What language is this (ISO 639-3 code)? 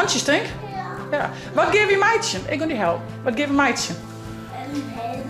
fry